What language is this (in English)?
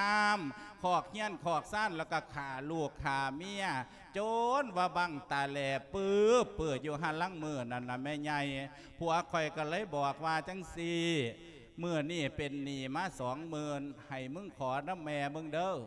Lao